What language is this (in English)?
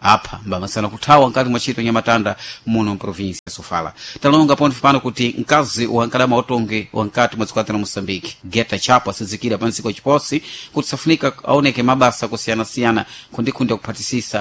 Sena